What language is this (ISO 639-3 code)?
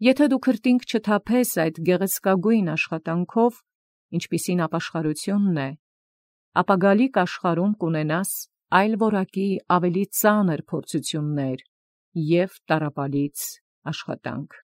hye